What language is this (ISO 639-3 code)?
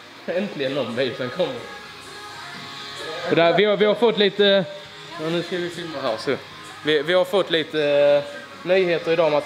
swe